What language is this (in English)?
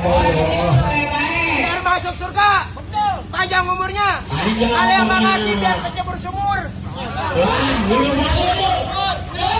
Betawi